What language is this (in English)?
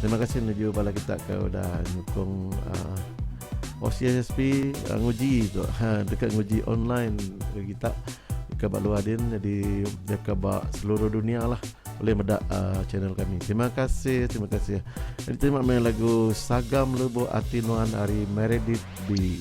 Iban